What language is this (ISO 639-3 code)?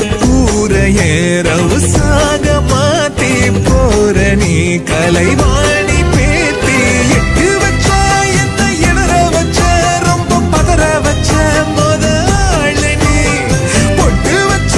tam